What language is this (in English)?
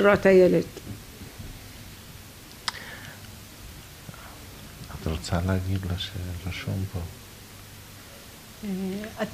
Hebrew